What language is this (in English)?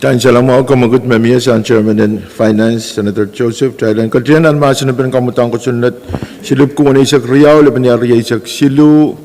Pohnpeian